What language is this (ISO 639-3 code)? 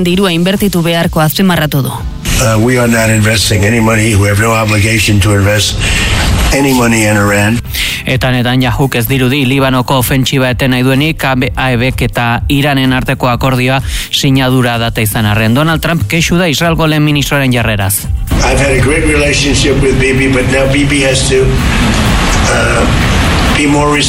eus